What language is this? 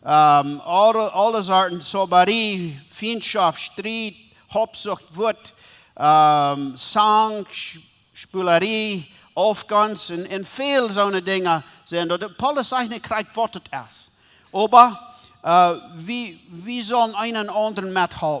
Plautdietsch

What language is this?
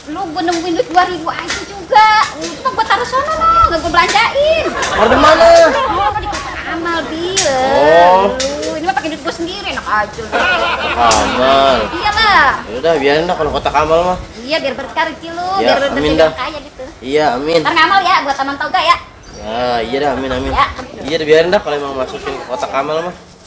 Betawi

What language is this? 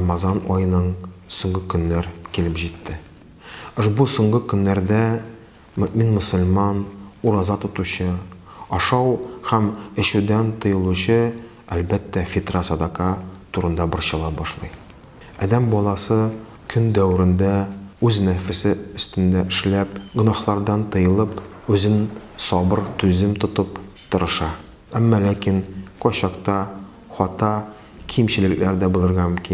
Tatar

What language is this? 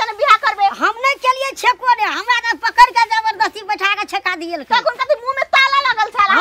Maithili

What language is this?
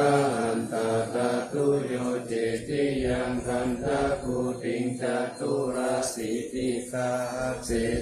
Pali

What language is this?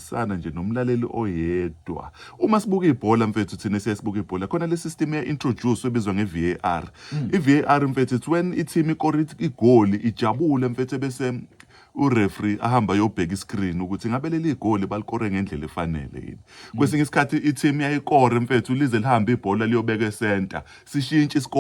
Zulu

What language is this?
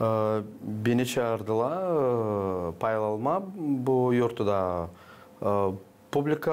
Gagauz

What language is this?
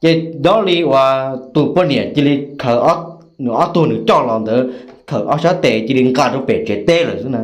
Hmong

